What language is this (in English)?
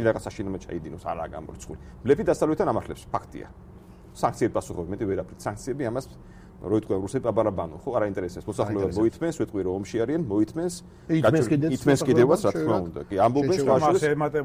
Georgian